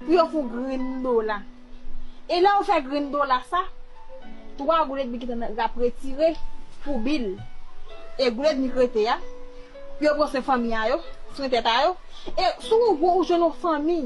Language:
Haitian Creole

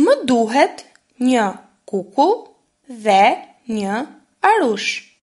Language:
Albanian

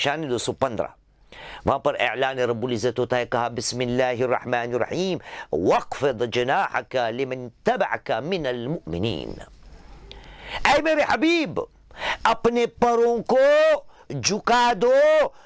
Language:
Urdu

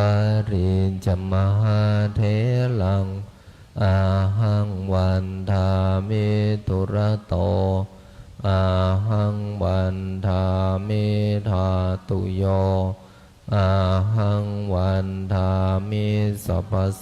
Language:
Pali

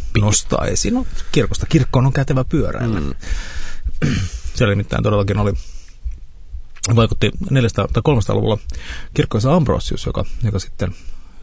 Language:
Finnish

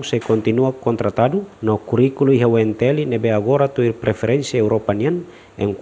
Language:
Tetum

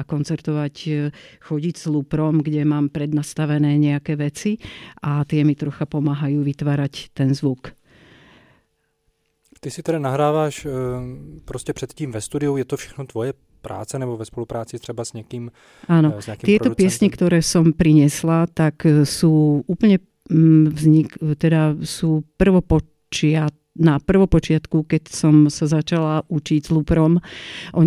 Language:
Slovak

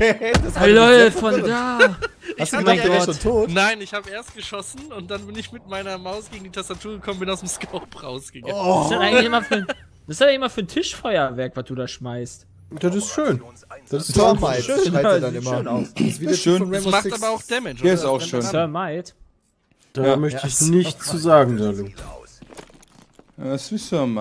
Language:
German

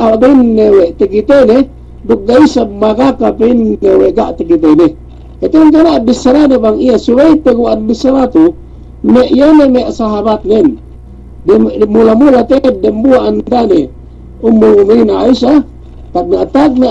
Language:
Yakan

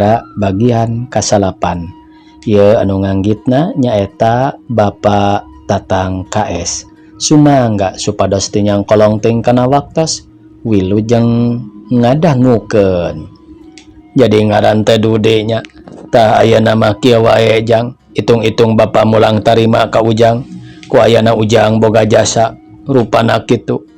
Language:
Sundanese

